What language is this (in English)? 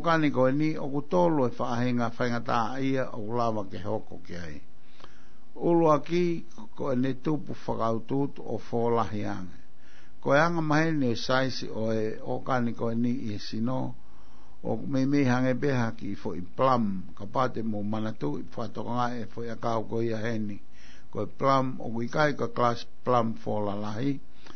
Tongan